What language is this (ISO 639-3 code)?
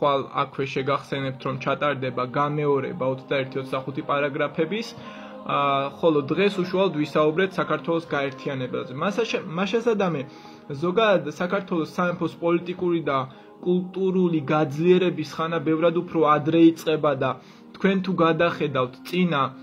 kat